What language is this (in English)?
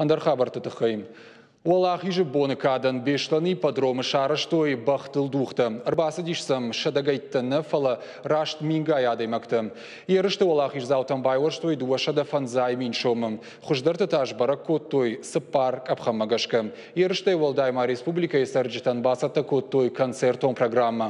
Ossetic